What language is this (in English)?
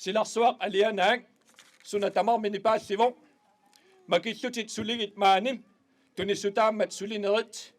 Kalaallisut